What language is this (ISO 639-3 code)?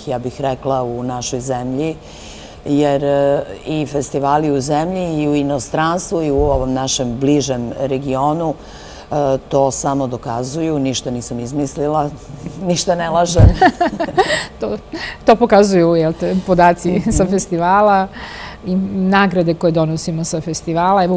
srp